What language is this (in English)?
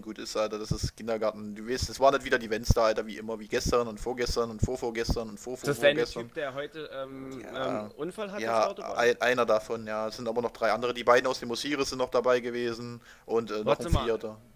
German